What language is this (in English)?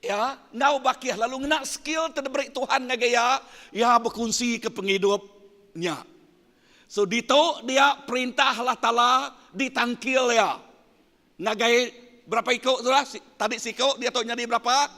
Iban